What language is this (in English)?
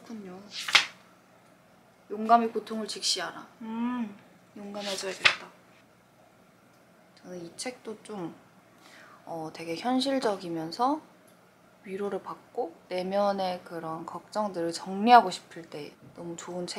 Korean